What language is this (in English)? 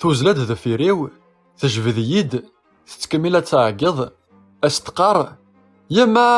Kabyle